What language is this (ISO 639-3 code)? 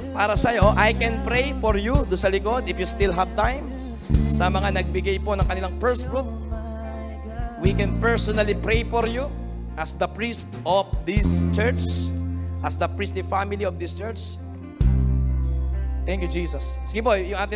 fil